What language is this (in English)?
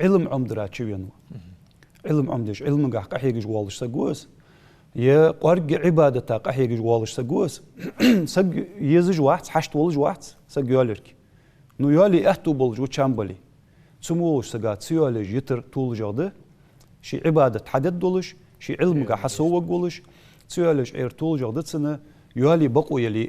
Ingush